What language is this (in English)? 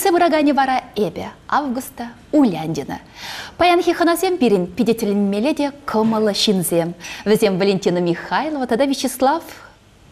Chuvash